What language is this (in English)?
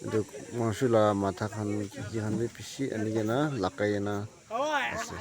Naga Pidgin